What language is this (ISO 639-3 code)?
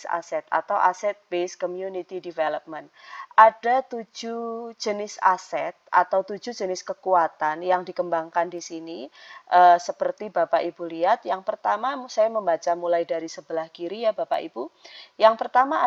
ind